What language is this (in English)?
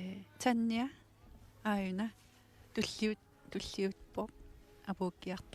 Kalaallisut